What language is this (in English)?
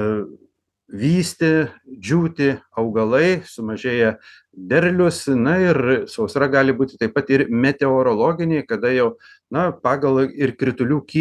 Lithuanian